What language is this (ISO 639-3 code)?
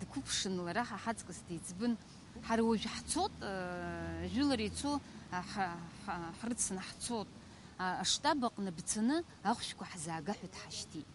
abk